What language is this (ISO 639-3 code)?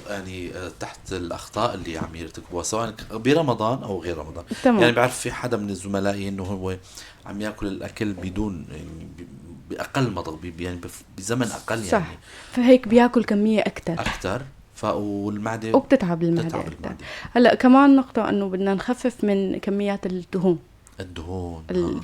apc